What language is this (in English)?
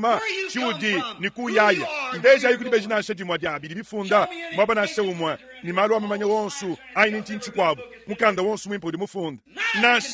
Luba-Lulua